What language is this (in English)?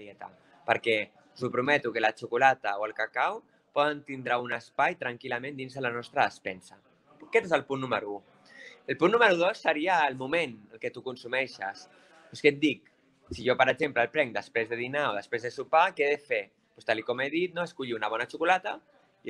Catalan